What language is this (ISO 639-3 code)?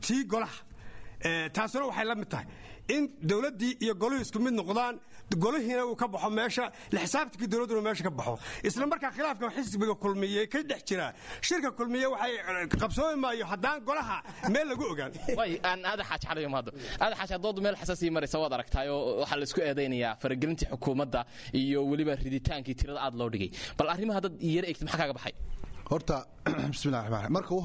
som